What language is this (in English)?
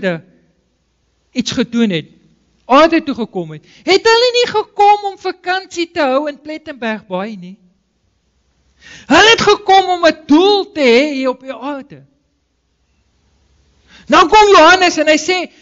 Afrikaans